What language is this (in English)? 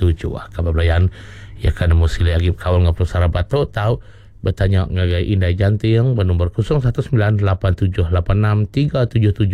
Iban